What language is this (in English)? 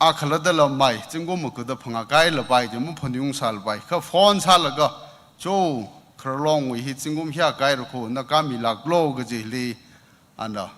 Tangkhul Naga (India)